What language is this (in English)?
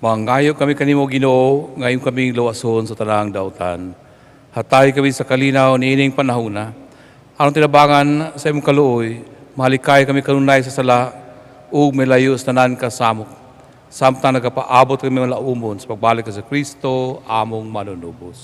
Cebuano